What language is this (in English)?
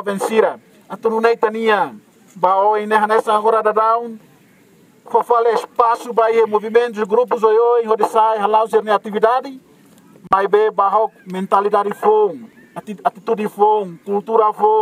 Tetum